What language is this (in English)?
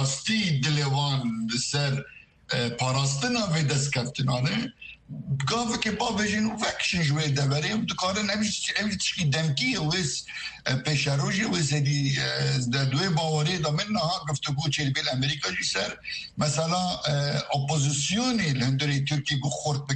Kurdish